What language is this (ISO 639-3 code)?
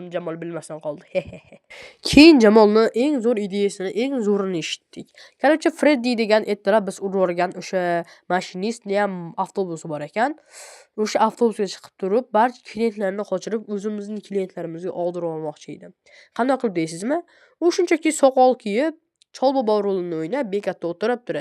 uzb